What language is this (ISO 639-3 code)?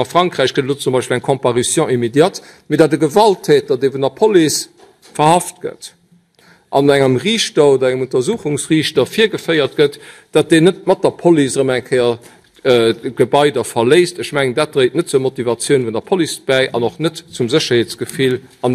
ltz